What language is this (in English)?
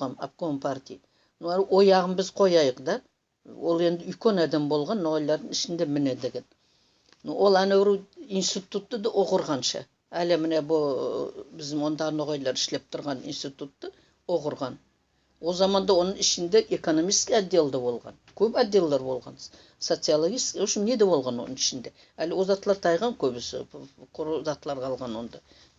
Nogai